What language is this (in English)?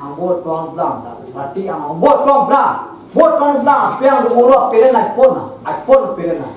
Minangkabau